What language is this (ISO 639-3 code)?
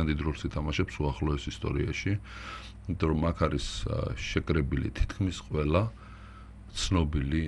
kat